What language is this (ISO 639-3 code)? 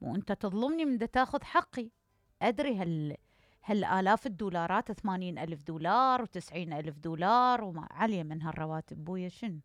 acm